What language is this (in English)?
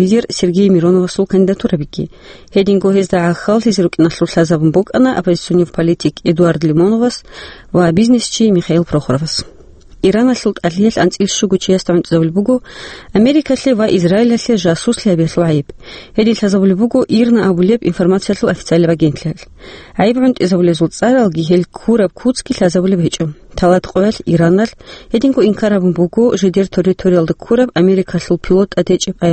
Avaric